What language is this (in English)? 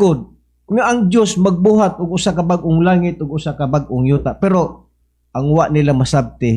Cebuano